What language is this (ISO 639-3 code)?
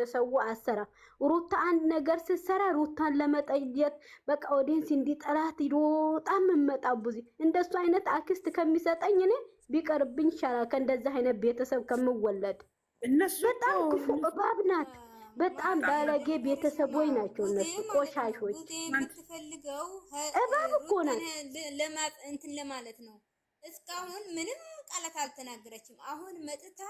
amh